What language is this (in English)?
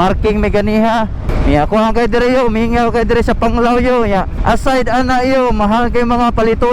Cebuano